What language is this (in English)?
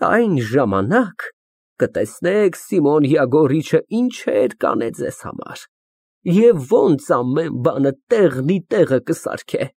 Armenian